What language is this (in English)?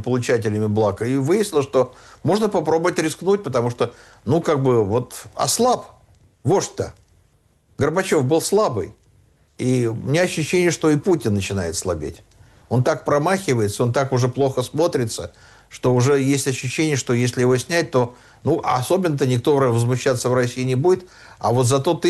Russian